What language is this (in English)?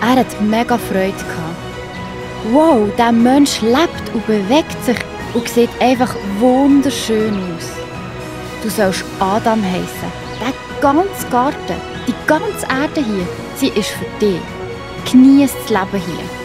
Swiss German